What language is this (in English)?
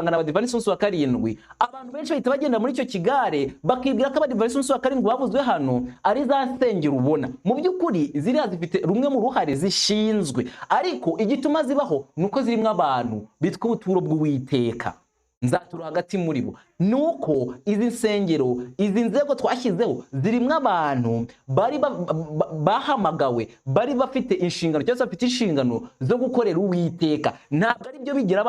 Kinyarwanda